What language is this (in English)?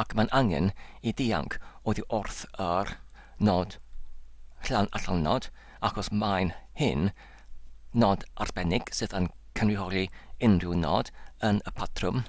Welsh